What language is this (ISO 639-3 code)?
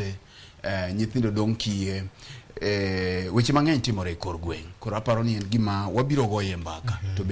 luo